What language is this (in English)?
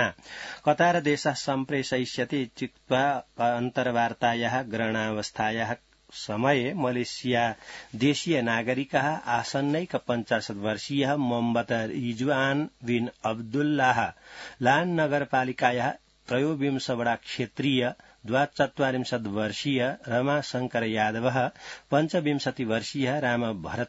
Sanskrit